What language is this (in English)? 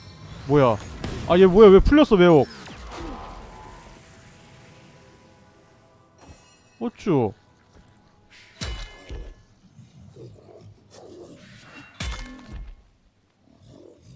Korean